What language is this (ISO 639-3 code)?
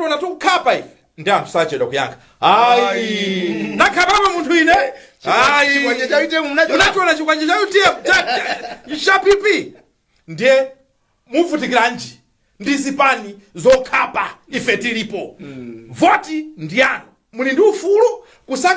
nya